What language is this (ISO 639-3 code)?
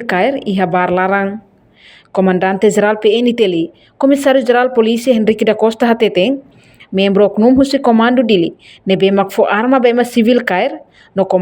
tet